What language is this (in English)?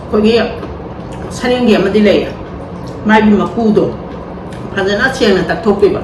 Manipuri